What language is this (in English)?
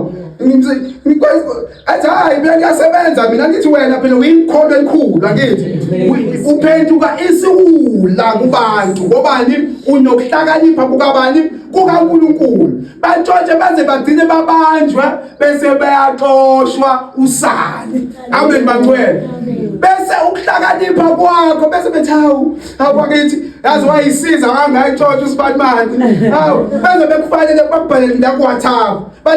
Zulu